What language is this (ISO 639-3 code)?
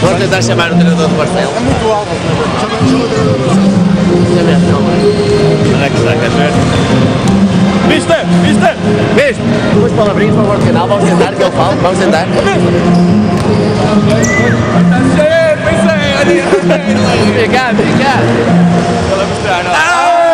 por